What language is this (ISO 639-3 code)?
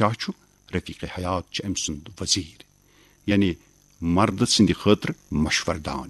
kas